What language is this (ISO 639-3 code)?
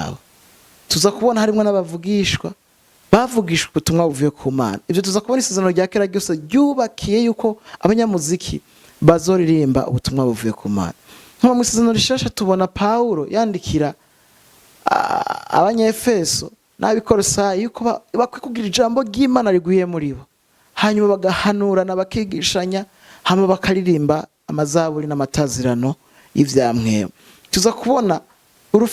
run